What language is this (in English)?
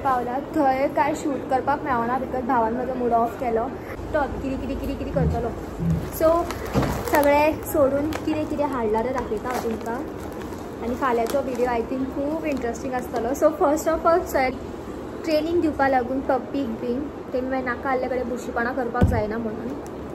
Konkani